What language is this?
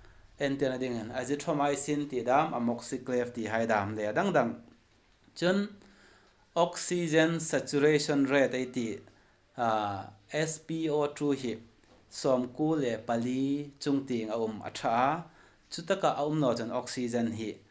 Hmar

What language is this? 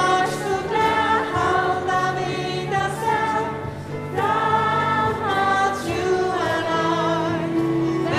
Faroese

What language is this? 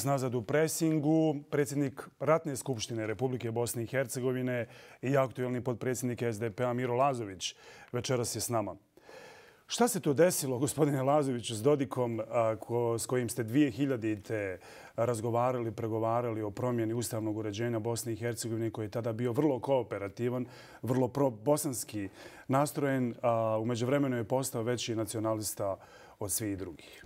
Bosnian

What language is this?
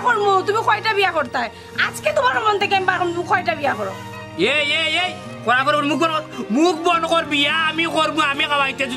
Sylheti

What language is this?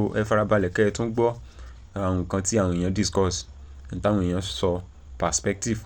Yoruba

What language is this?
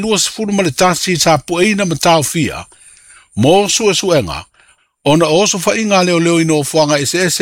Samoan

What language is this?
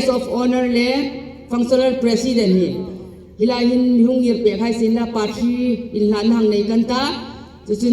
Hmar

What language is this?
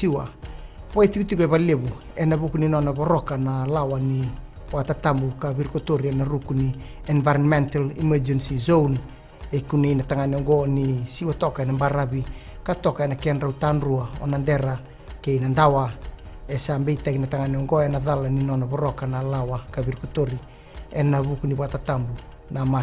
Fijian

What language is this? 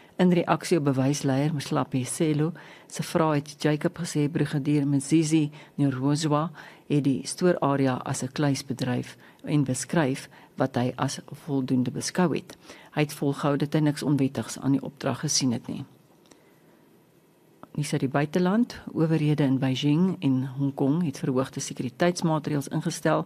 Afrikaans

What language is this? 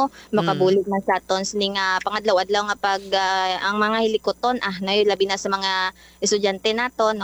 Hiligaynon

